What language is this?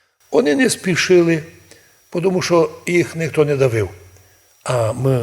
Rusyn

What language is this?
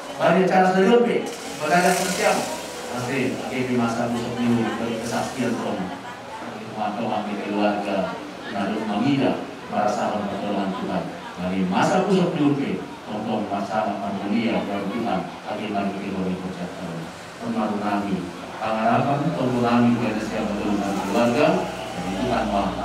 Batak Simalungun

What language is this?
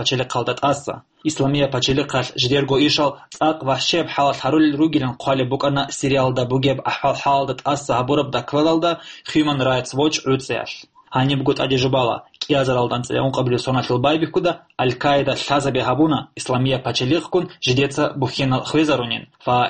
Avaric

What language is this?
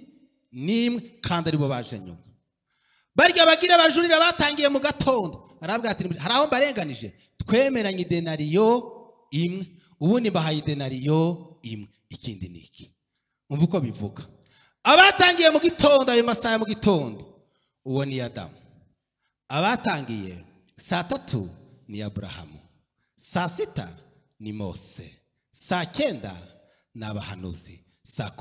Kinyarwanda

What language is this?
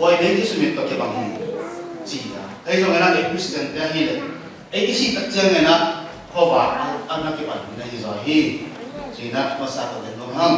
Tedim Chin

